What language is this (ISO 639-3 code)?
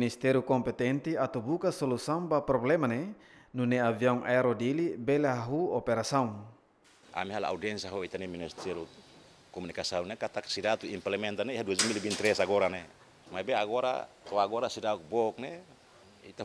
tet